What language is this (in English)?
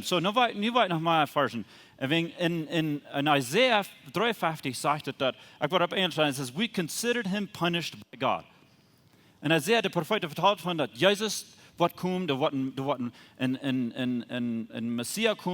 Plautdietsch